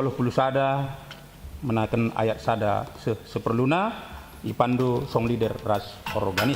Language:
Batak Karo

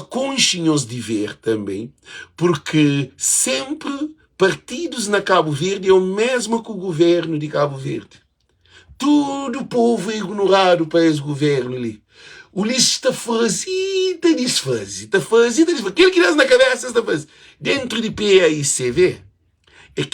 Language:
Kabuverdianu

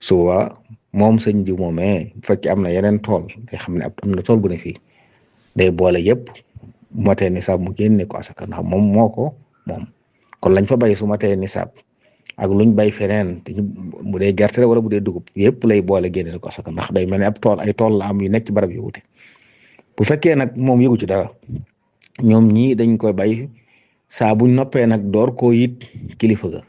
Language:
Wolof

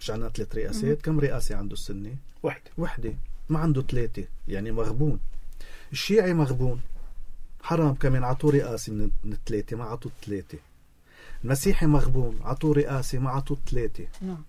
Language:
North Levantine Arabic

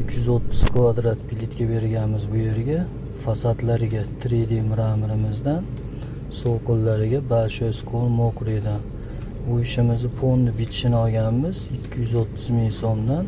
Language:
Uzbek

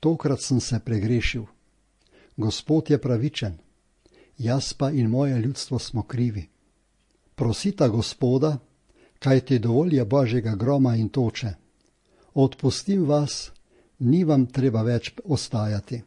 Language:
Slovenian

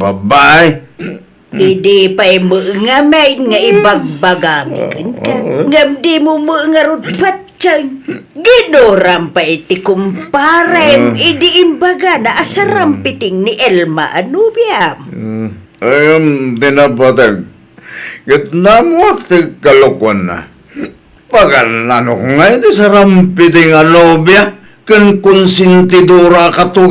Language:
Iloko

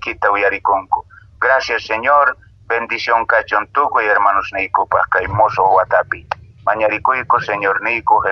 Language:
Quechua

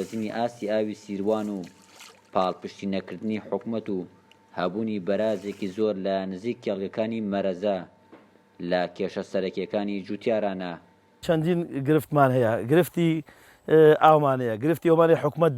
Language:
Central Kurdish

